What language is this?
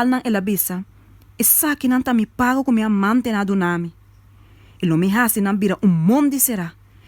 Papiamento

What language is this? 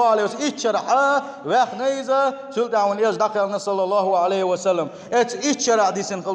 Chechen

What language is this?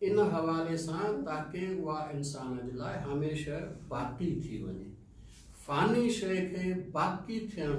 Sindhi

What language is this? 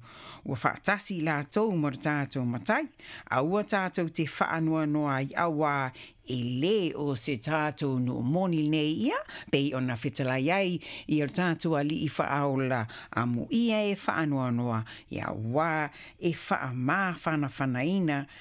Samoan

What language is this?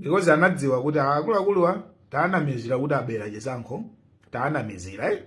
Nyanja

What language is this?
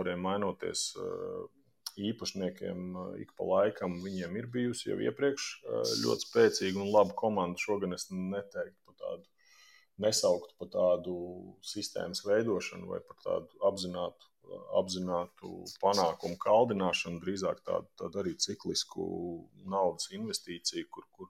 Latvian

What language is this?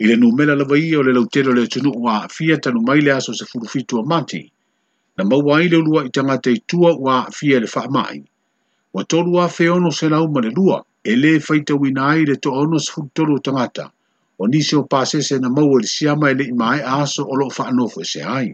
Samoan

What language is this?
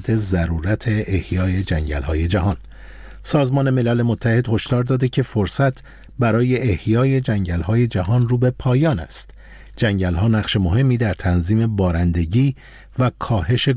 Persian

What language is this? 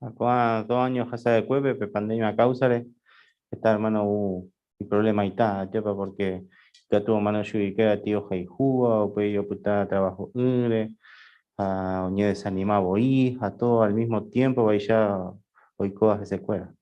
Guarani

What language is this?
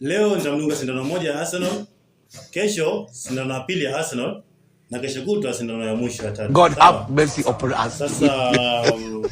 Swahili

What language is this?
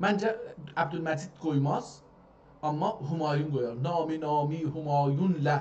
South Azerbaijani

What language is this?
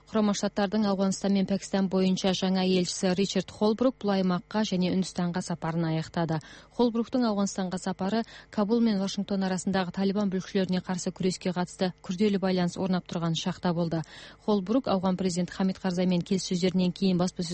Kazakh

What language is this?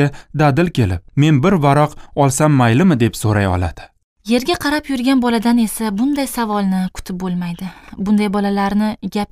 Uzbek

